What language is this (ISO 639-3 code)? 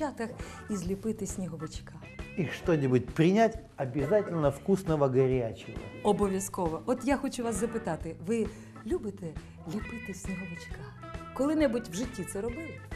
ukr